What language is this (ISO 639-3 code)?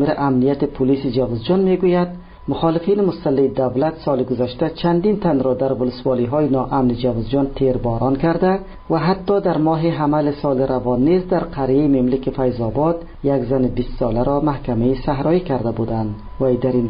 fas